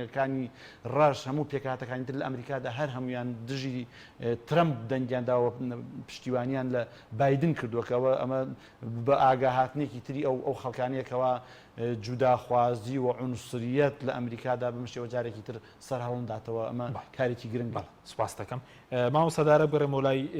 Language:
Central Kurdish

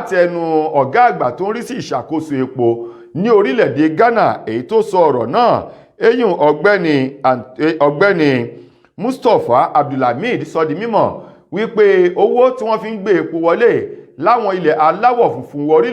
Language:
Yoruba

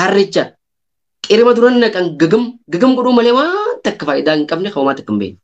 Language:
Oromo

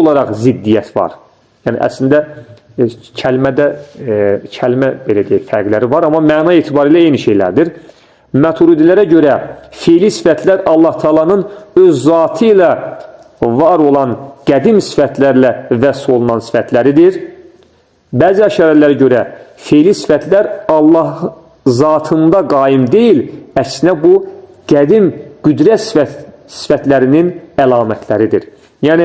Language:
Azerbaijani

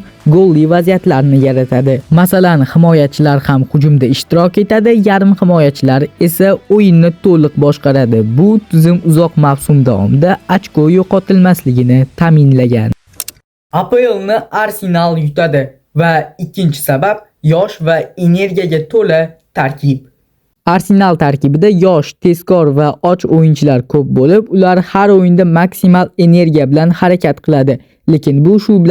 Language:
Uzbek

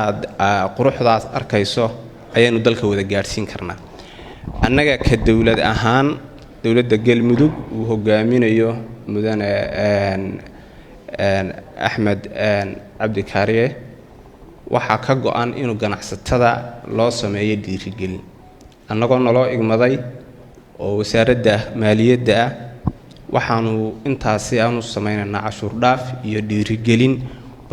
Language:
Somali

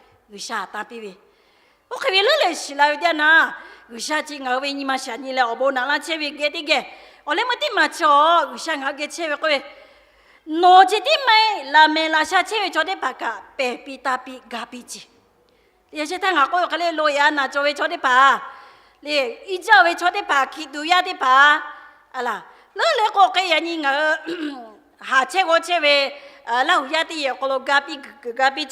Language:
Lahu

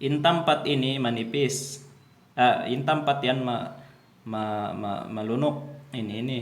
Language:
Tausug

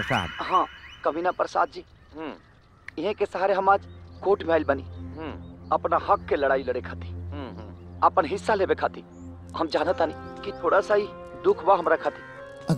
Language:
Bhojpuri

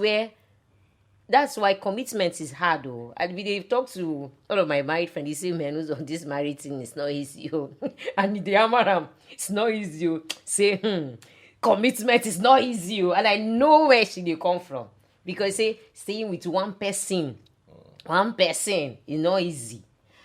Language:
Nigerian Pidgin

